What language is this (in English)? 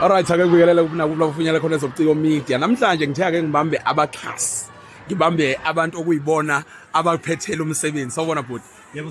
Zulu